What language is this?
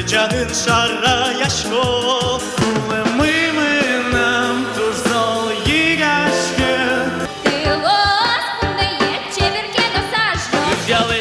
Udmurt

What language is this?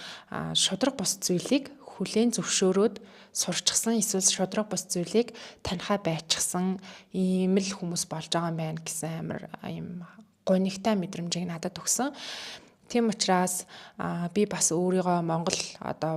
Mongolian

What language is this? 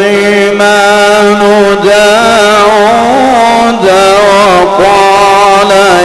Egyptian Arabic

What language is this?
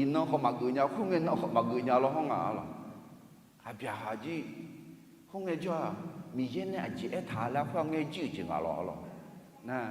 Akha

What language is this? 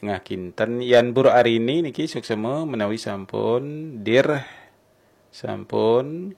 Balinese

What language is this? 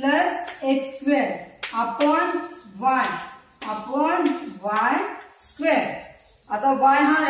Marathi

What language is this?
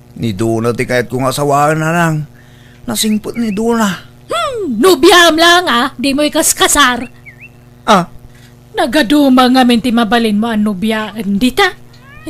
Iloko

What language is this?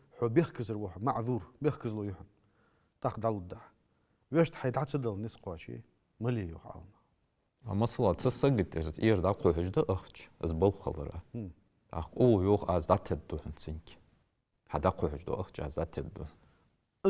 Ingush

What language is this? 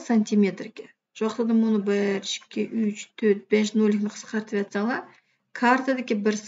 Uyghur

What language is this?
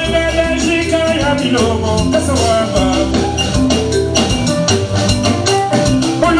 Swahili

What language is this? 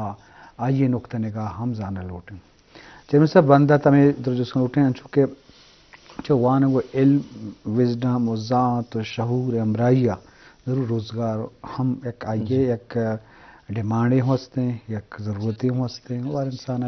Eastern Balochi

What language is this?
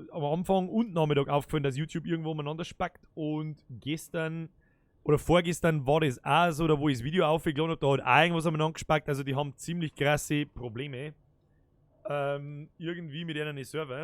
Bavarian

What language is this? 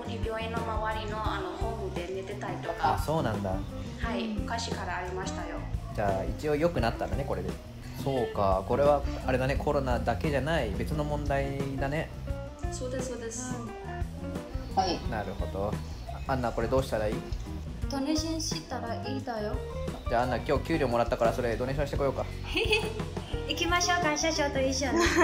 Japanese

